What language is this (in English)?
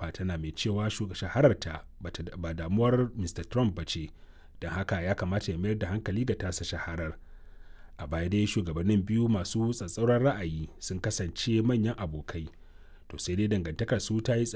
Hausa